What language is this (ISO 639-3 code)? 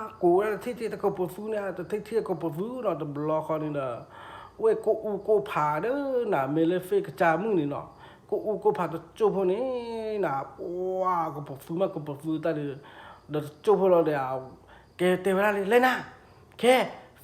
ksw